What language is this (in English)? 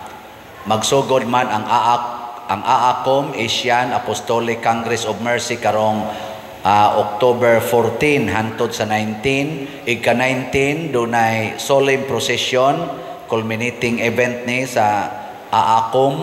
Cebuano